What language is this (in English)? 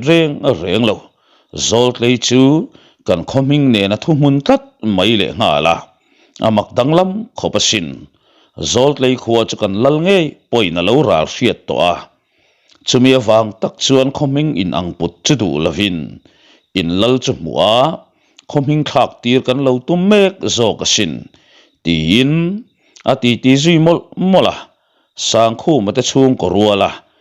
Mizo